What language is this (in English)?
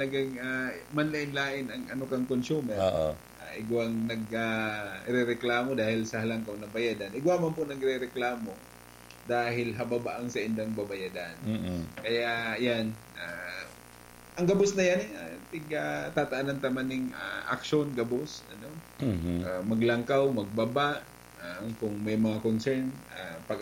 Bikol